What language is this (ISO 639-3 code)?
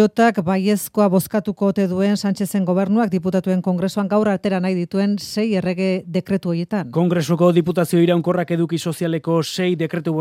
eus